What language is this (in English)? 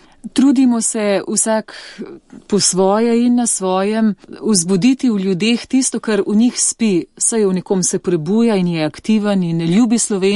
Slovenian